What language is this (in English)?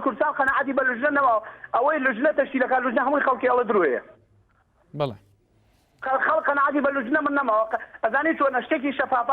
Central Kurdish